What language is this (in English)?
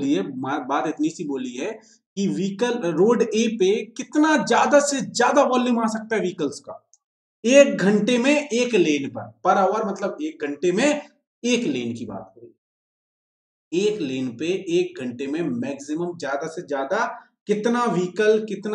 Hindi